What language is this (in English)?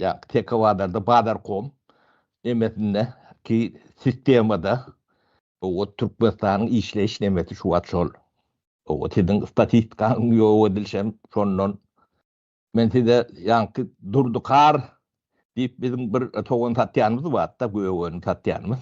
Turkmen